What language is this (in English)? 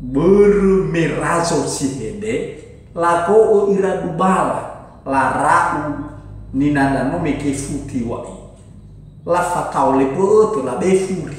Nias